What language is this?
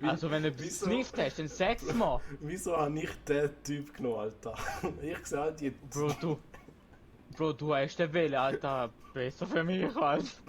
Swiss German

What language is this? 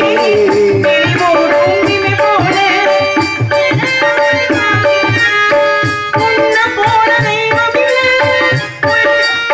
Tamil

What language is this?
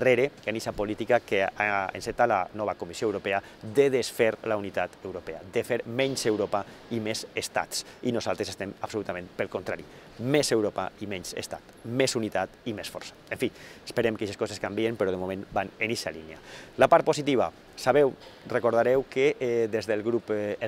Catalan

